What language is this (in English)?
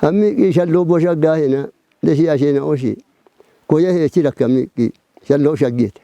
Kafa